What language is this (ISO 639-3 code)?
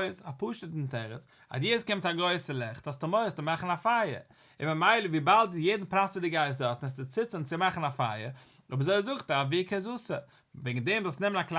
yid